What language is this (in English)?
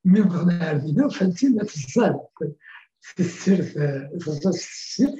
Kabyle